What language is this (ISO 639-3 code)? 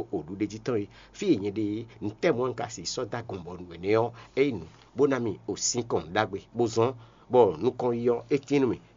fon